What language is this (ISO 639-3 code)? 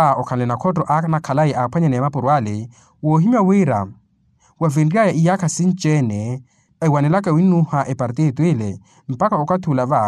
vmw